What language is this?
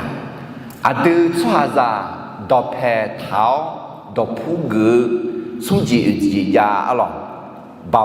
Akha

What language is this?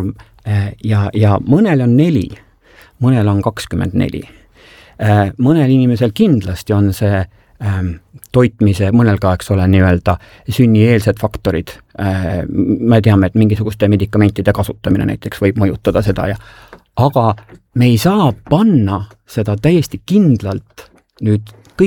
Estonian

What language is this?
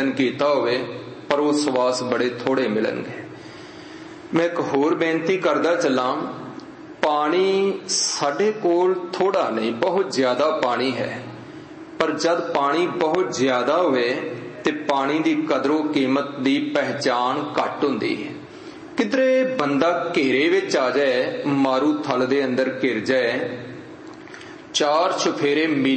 Punjabi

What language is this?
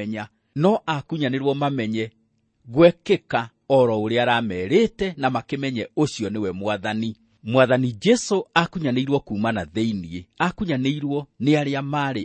Kikuyu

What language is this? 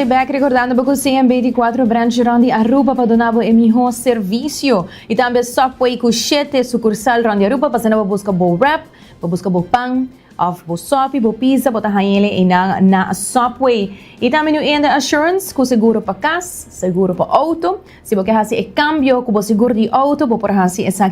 Papiamento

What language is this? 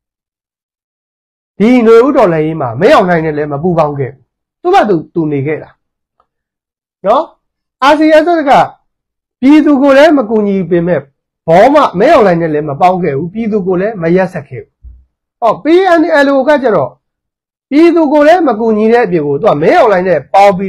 Burmese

